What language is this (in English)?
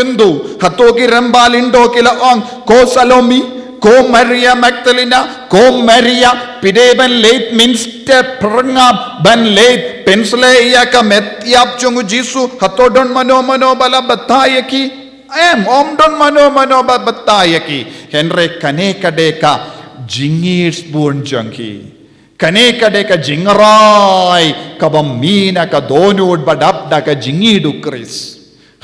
Khasi